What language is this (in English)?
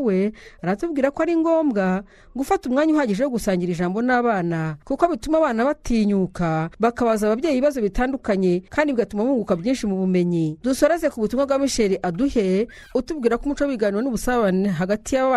Kinyarwanda